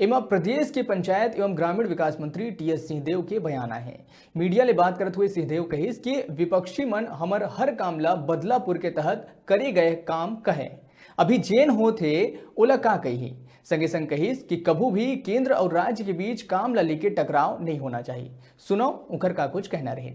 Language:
Chhattisgarhi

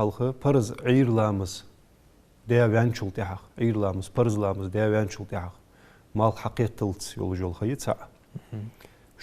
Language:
Ingush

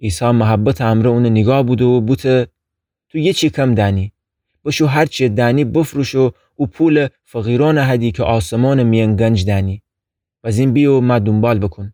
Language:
Gilaki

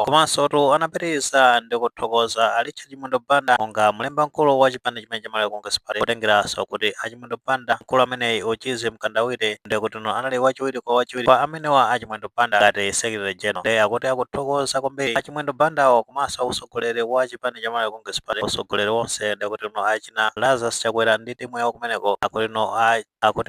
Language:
Nyanja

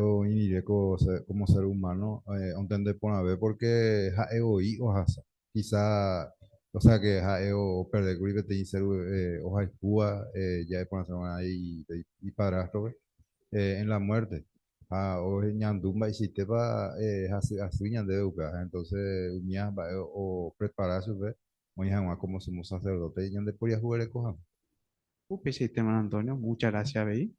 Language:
Guarani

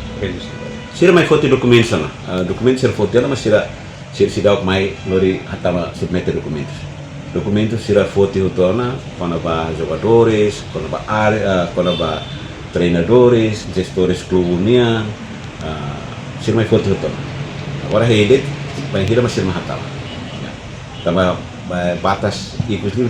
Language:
Tetum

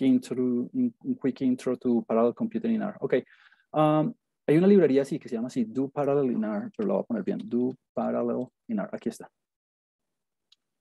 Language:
Spanish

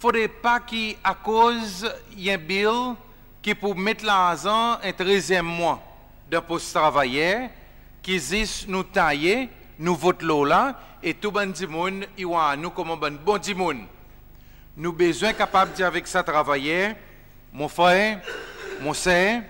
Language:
Seselwa Creole French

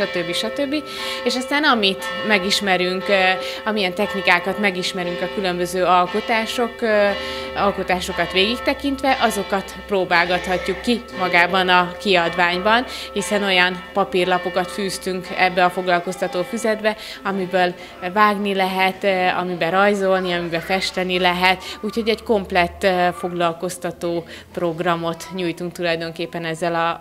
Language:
Hungarian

